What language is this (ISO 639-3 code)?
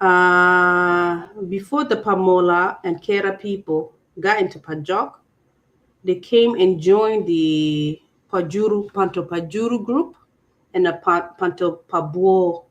ach